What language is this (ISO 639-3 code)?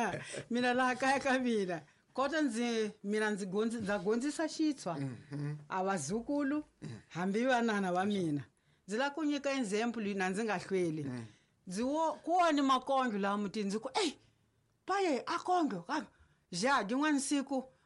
tso